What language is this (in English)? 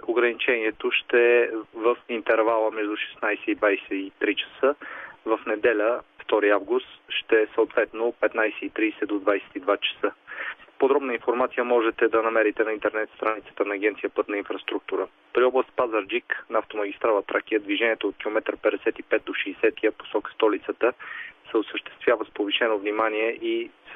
Bulgarian